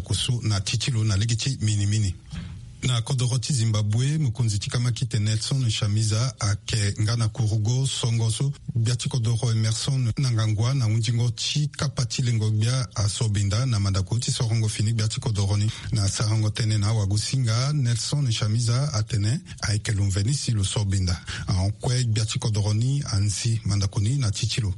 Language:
Sango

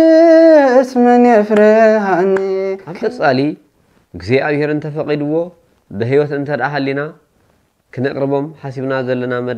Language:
Tigrinya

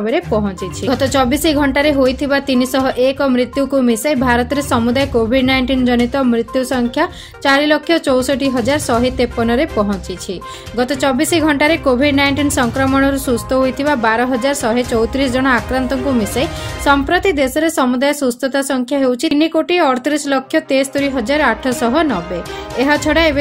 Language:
Odia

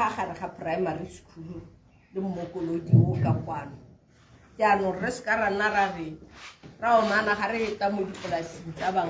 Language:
Tswana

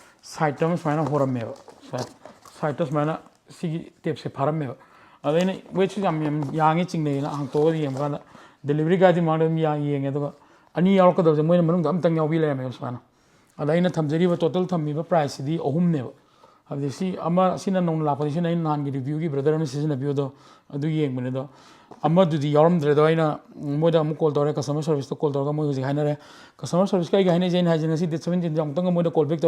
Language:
Manipuri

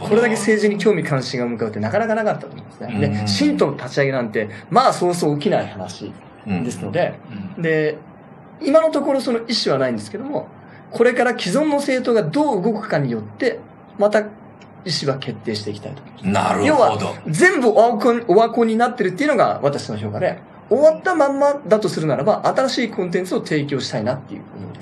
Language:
Japanese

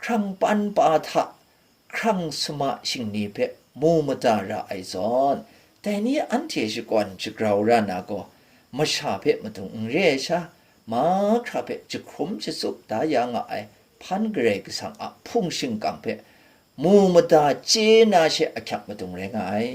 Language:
Kachin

